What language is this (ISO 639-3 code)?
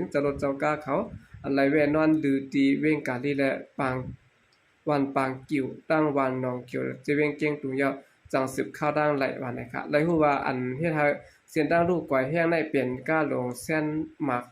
shn